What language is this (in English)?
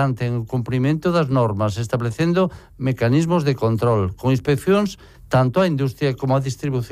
Galician